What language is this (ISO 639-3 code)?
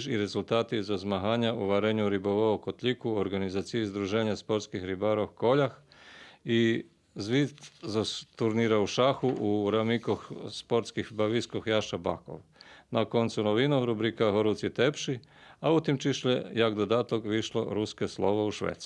rue